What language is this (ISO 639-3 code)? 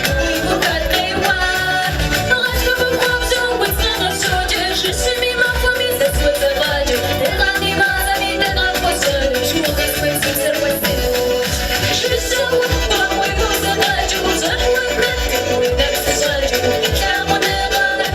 kbd